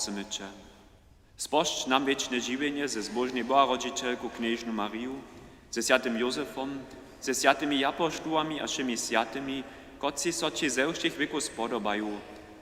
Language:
Upper Sorbian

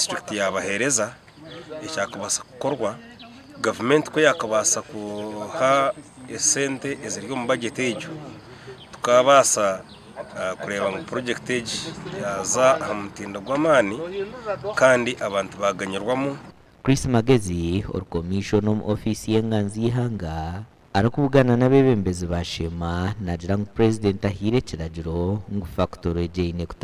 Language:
Nyankole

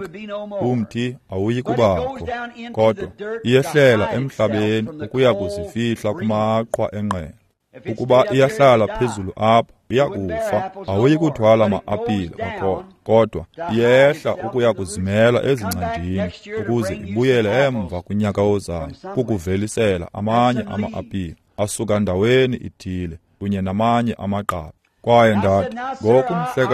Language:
Xhosa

